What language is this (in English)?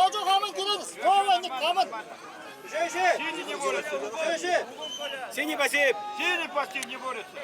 Yakut